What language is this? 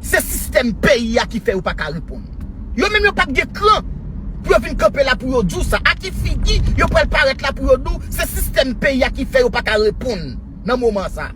Haitian Creole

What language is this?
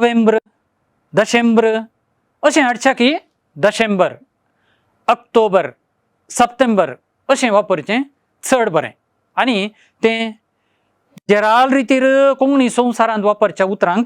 Konkani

